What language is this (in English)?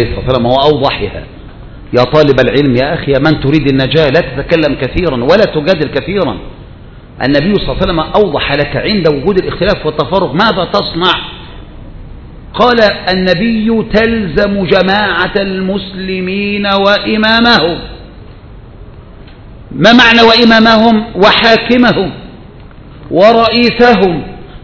Arabic